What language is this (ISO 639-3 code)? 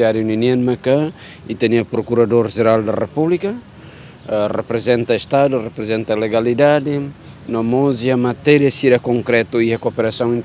tet